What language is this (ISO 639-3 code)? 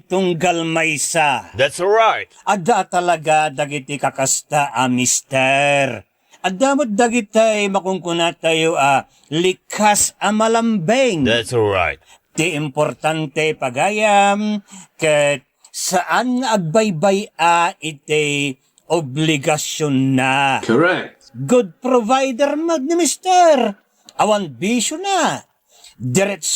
ilo